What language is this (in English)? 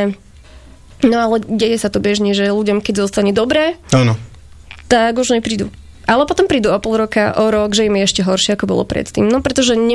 Slovak